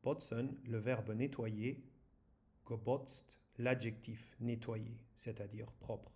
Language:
Luxembourgish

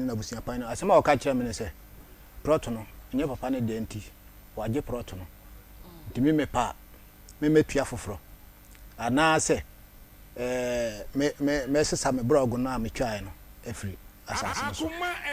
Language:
Akan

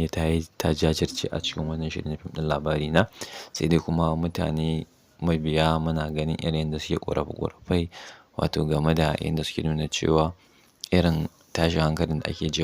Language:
Hausa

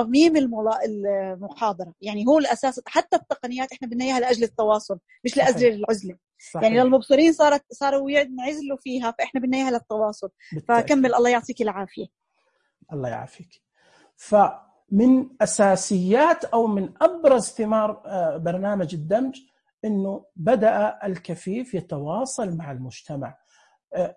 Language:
Najdi Arabic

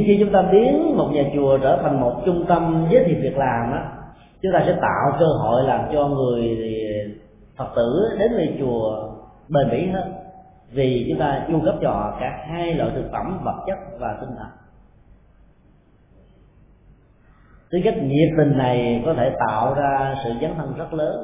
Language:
Vietnamese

